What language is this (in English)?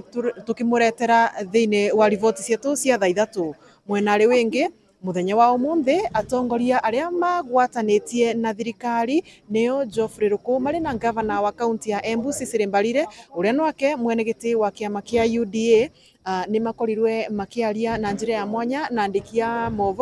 Meru